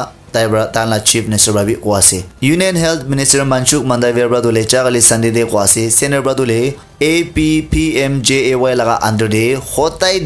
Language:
Naga Pidgin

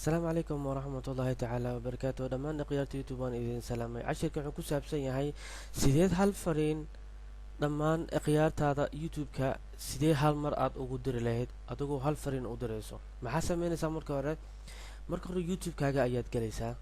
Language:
Somali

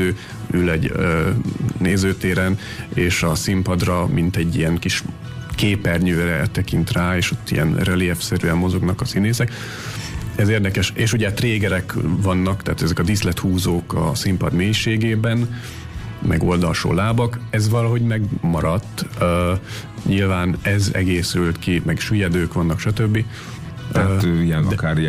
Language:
Hungarian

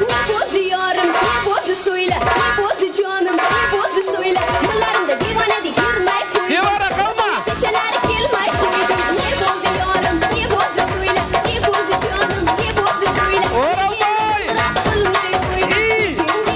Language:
Kara-Kalpak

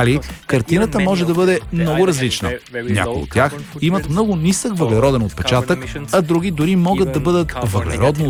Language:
Bulgarian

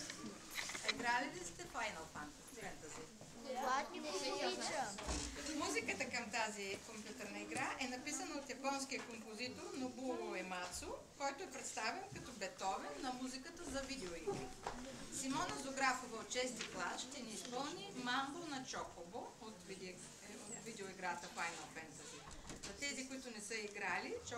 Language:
Bulgarian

